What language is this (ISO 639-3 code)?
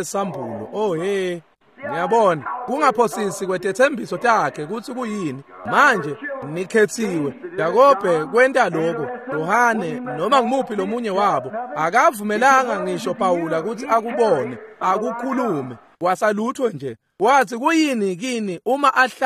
ssw